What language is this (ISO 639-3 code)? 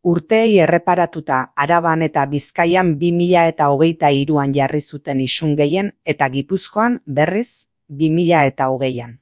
eus